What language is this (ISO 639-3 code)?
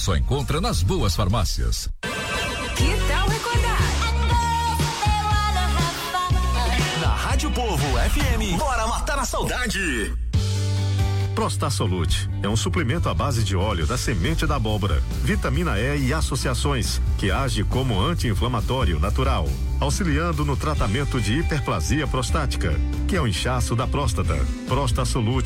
por